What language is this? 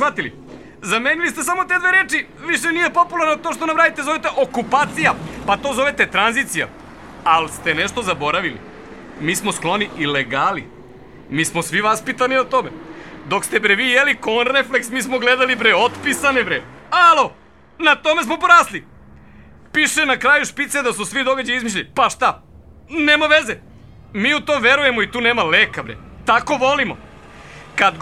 Serbian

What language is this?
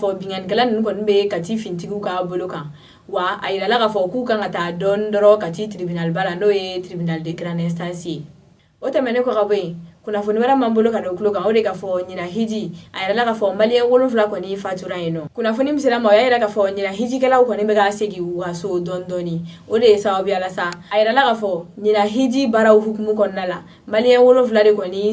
Bambara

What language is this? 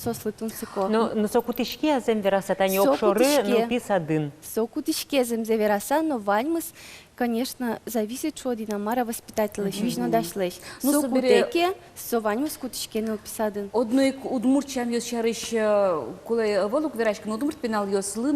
Udmurt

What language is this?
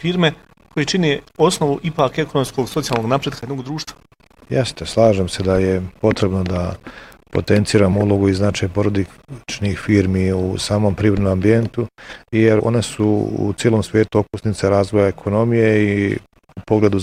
Bosnian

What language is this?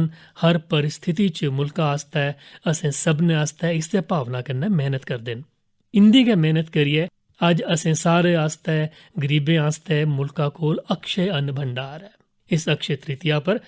Dogri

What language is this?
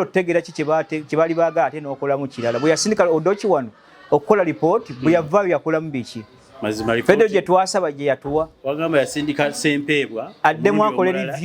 Ganda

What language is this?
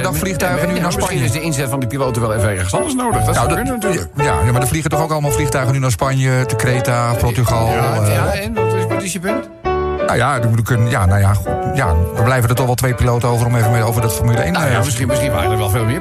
Dutch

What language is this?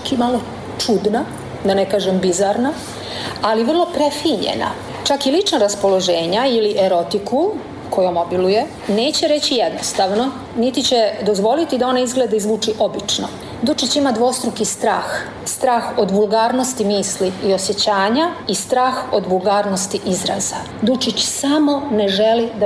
Serbian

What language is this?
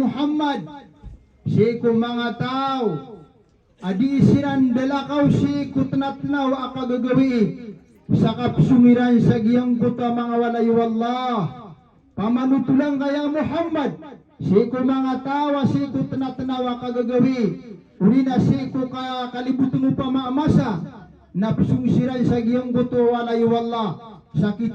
Maranao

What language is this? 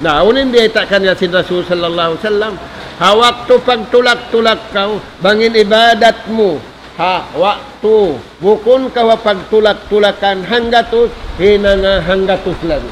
Tausug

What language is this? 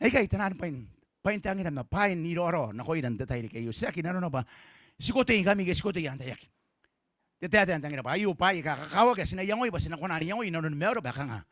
Gilbertese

